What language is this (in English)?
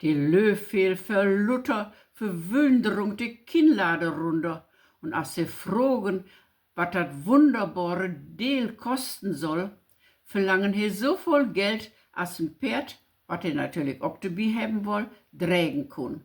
Low German